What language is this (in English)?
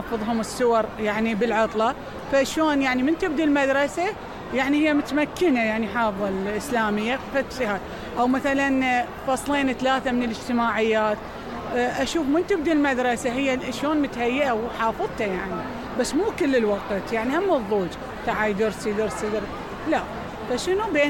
Mesopotamian Arabic